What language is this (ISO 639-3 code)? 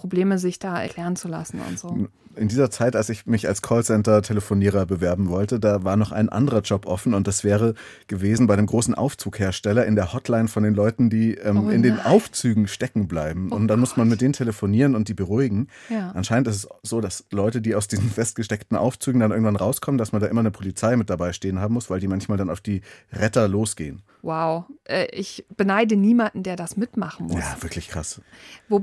deu